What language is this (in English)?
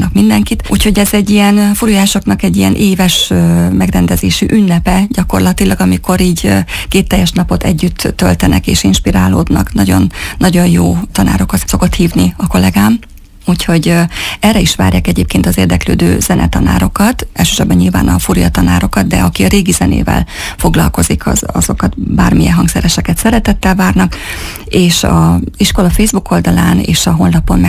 Hungarian